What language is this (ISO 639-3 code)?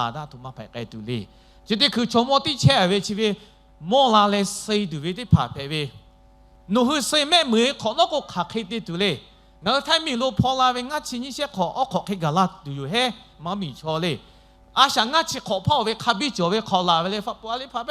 lhu